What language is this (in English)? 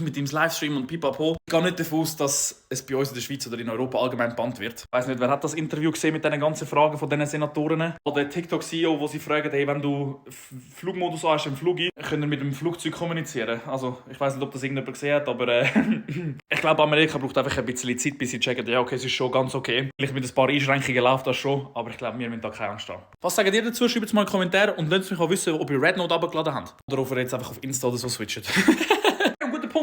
Swiss German